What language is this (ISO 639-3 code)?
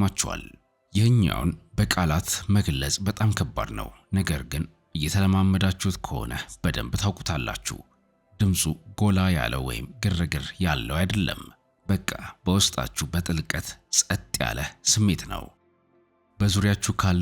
amh